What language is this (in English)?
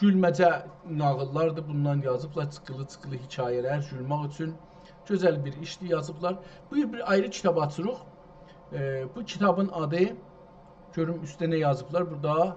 South Azerbaijani